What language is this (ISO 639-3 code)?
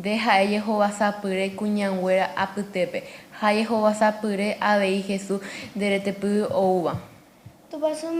grn